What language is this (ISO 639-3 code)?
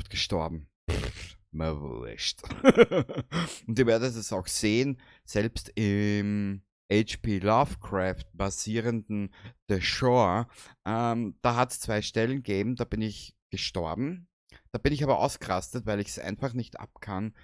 bar